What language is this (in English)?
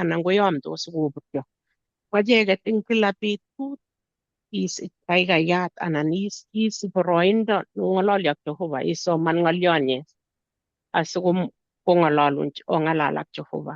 Kalenjin